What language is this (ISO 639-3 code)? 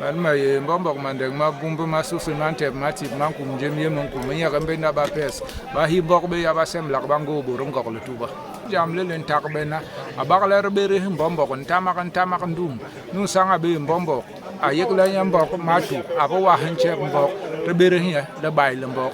bas